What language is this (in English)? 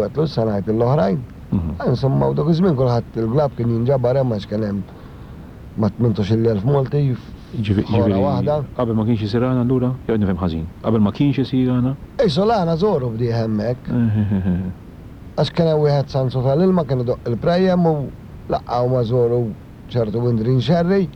Maltese